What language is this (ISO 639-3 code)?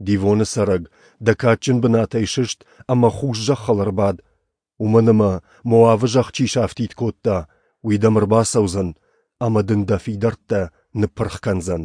oss